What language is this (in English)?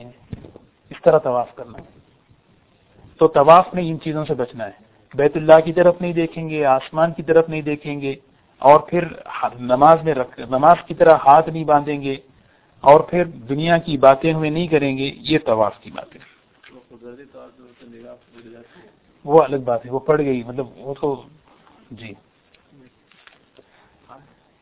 Urdu